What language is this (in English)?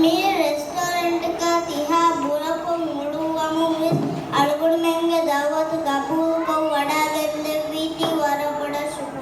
Divehi